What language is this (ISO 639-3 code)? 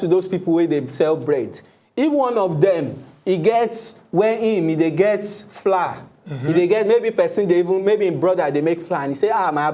pcm